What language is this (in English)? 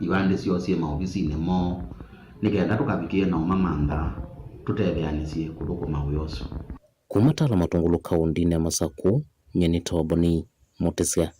Kamba